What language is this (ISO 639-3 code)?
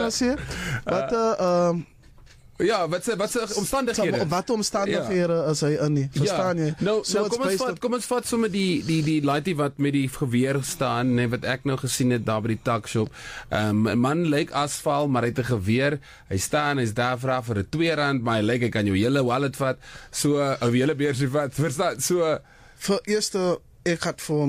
afr